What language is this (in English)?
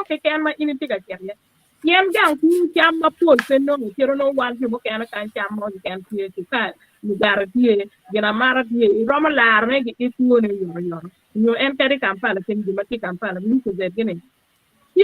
Acoli